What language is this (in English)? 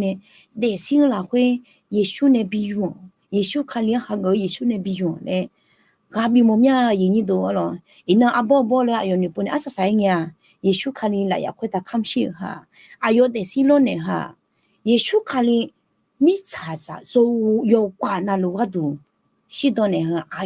Akha